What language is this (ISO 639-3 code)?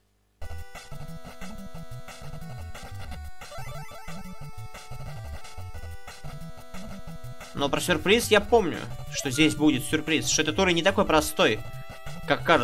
rus